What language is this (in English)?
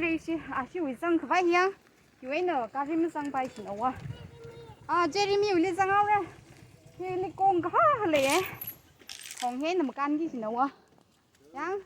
Tangkhul Naga (India)